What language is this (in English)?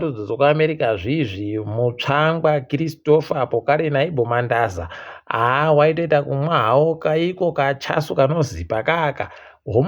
Ndau